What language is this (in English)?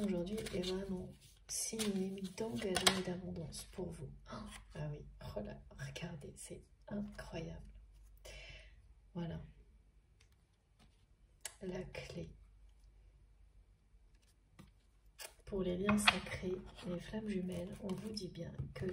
French